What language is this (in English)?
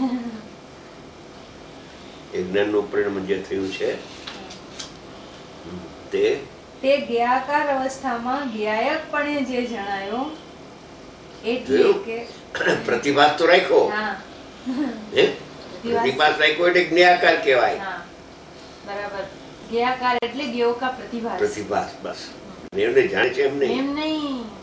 Gujarati